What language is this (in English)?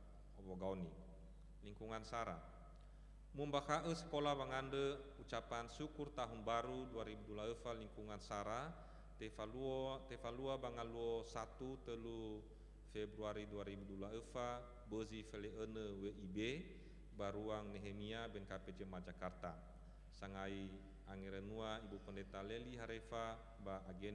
Nias